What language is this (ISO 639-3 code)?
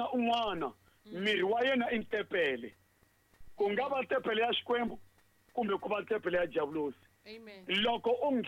tso